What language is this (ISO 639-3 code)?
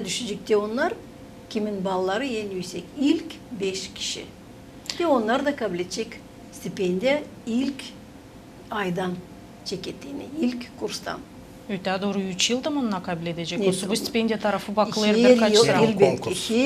gag